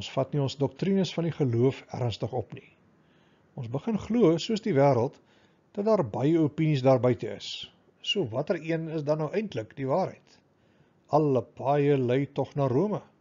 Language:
Afrikaans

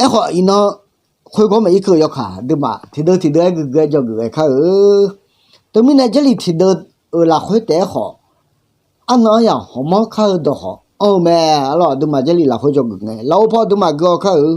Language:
Akha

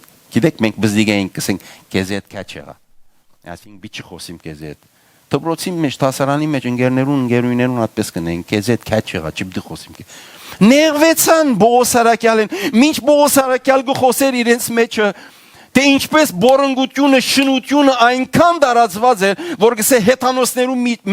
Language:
Western Armenian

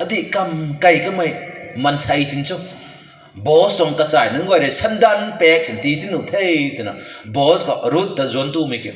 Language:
Rongmei Naga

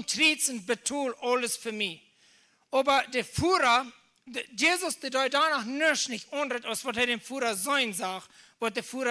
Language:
Plautdietsch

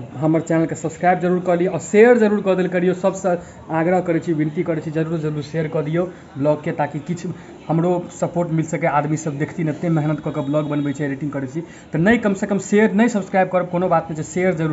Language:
Maithili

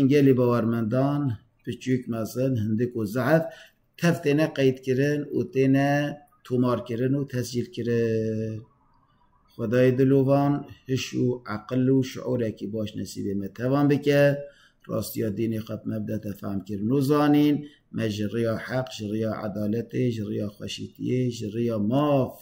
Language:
Kurdish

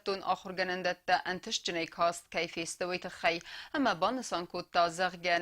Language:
Ossetic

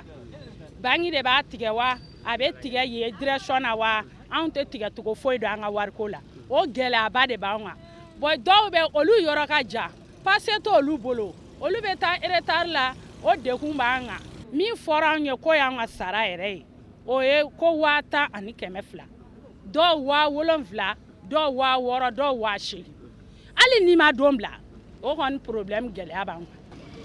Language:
Bambara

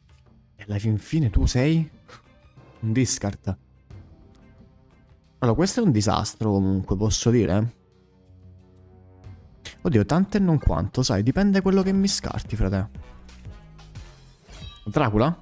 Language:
Italian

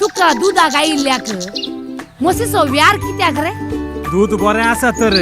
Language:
Konkani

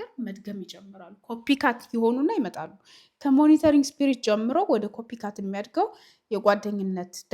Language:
Amharic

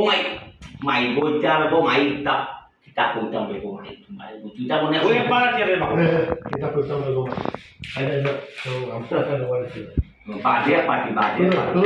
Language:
Sylheti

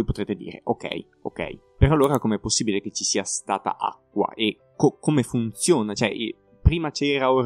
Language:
Italian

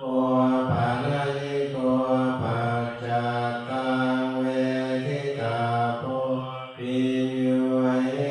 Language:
Pali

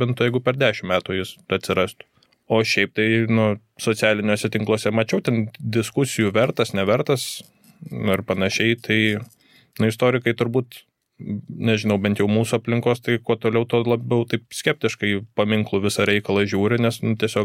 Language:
Lithuanian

